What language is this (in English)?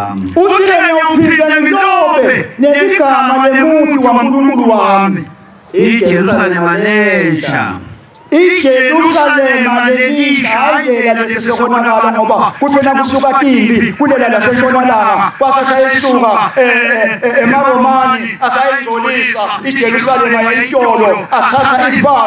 Zulu